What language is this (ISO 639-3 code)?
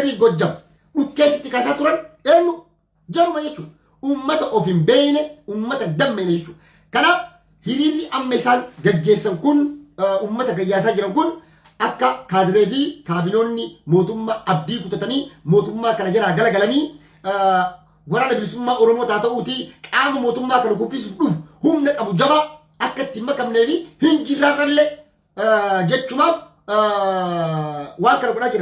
orm